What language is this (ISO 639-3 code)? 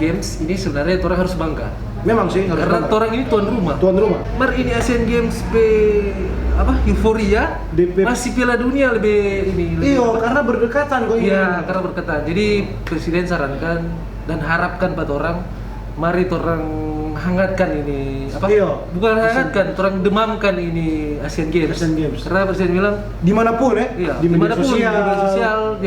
xmm